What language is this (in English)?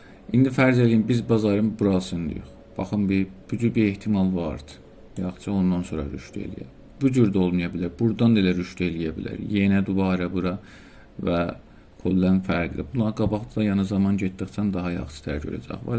South Azerbaijani